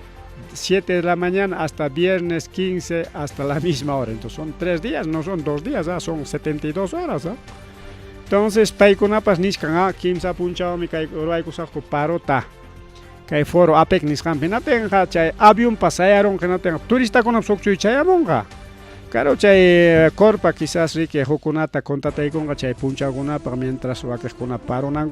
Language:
Ayacucho Quechua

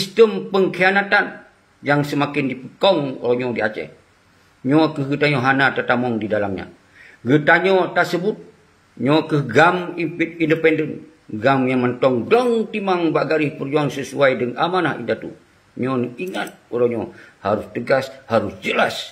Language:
Achinese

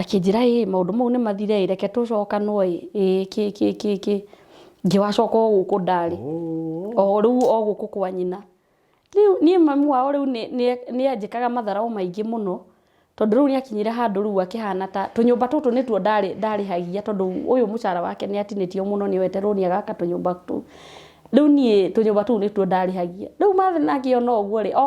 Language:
Kikuyu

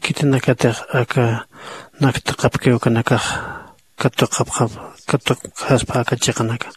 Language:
Aymara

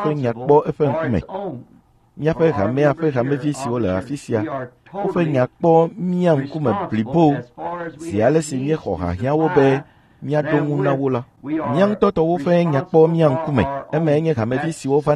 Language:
Ewe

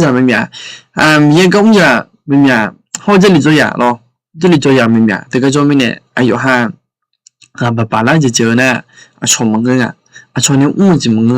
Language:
Akha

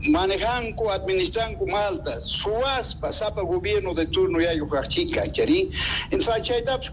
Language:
Quechua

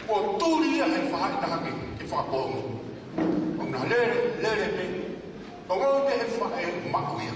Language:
Tongan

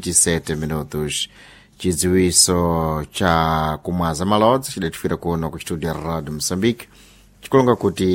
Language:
Sena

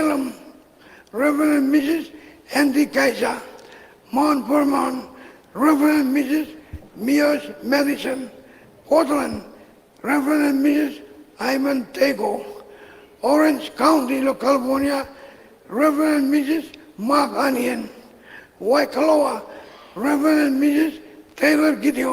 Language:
Marshallese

